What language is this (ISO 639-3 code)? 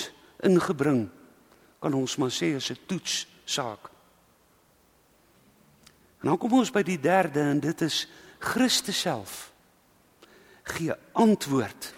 afr